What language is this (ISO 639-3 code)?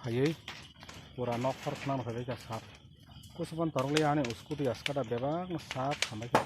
trp